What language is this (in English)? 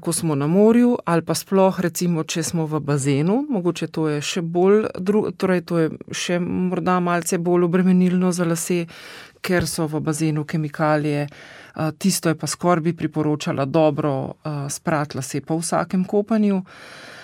Slovenian